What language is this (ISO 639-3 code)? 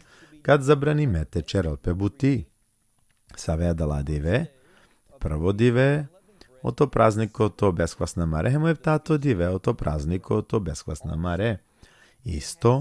rmn